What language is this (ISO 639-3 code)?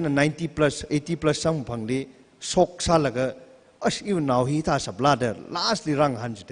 nmf